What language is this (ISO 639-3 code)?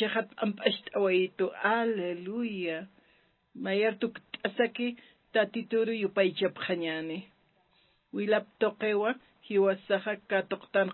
aym